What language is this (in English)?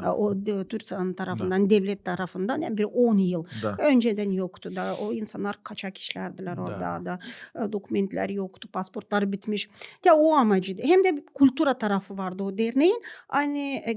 Gagauz